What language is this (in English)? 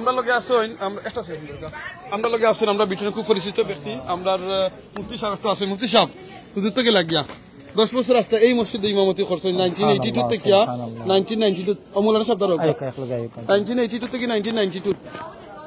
Sylheti